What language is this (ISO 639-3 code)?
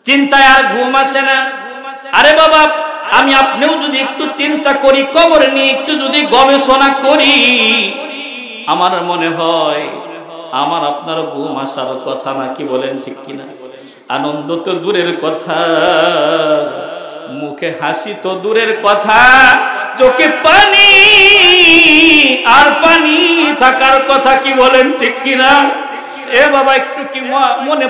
ben